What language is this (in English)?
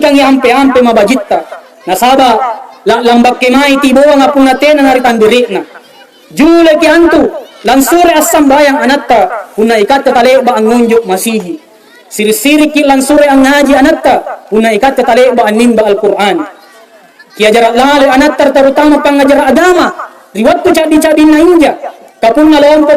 Makasar